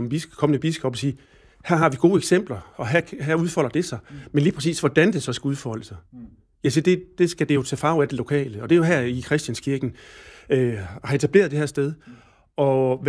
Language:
Danish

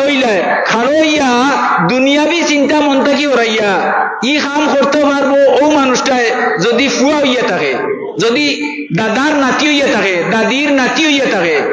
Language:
Sylheti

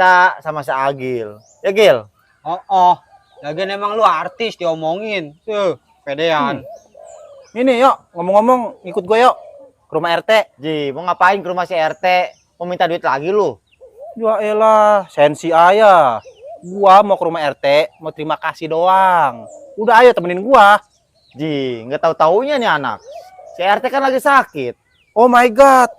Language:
Betawi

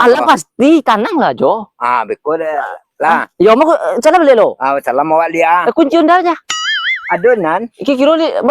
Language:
Minangkabau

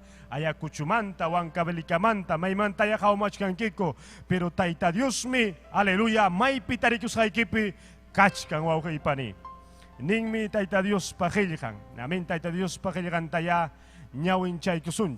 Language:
Ayacucho Quechua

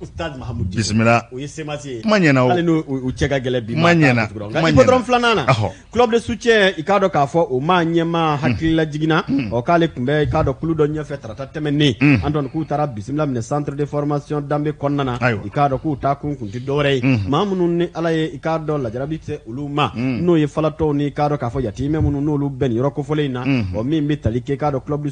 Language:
Bambara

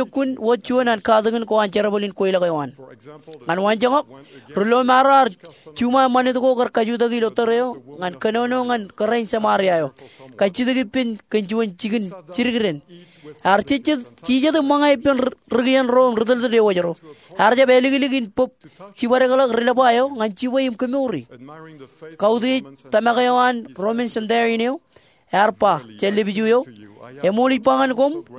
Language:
Marshallese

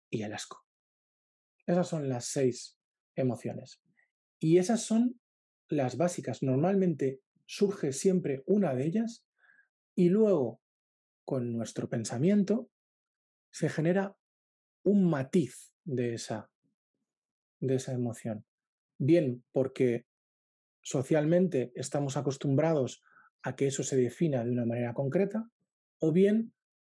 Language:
Spanish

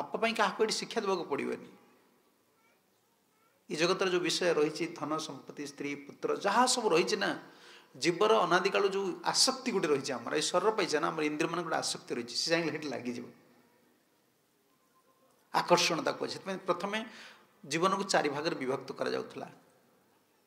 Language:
Odia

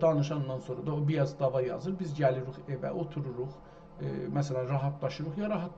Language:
South Azerbaijani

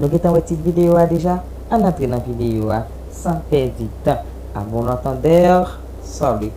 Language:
Haitian Creole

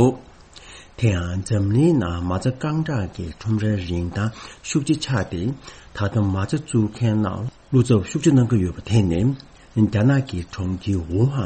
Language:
Tibetan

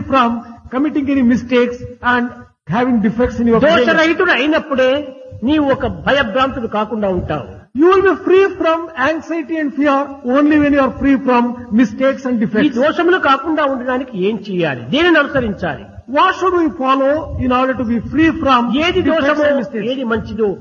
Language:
Telugu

